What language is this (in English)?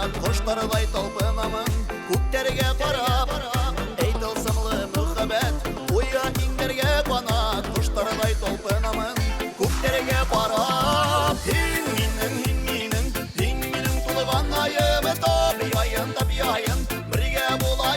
Bashkir